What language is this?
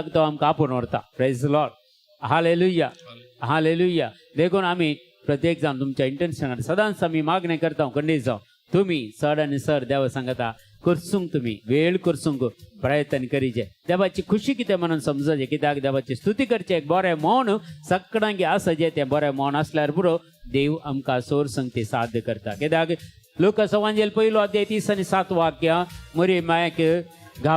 Konkani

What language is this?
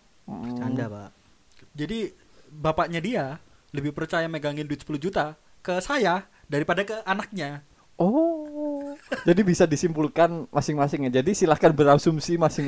Indonesian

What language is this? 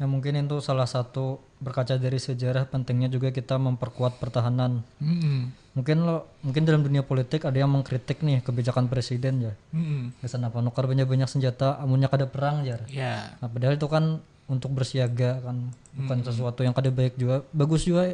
Banjar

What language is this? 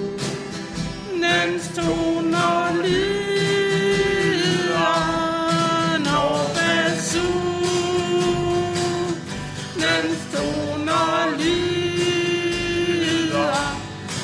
Danish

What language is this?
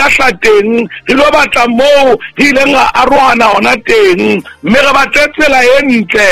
Southern Sotho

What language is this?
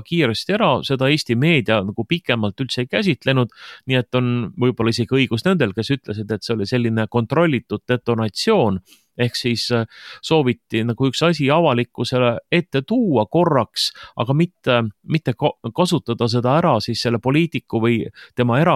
Estonian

